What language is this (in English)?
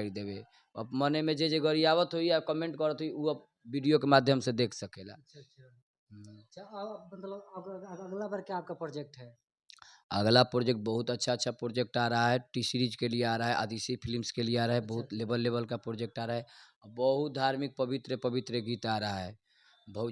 Bhojpuri